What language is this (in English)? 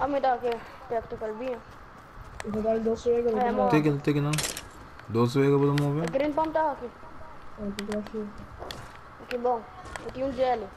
Papiamento